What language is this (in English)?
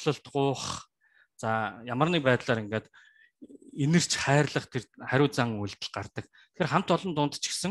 Mongolian